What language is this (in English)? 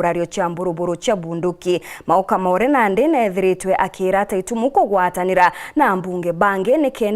Meru